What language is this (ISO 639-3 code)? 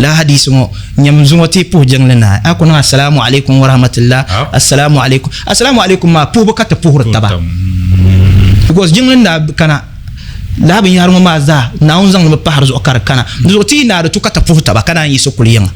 dag